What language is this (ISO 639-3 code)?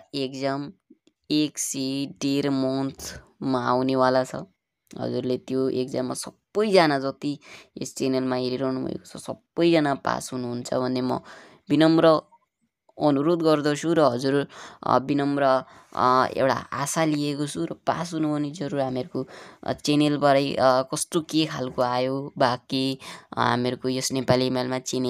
nep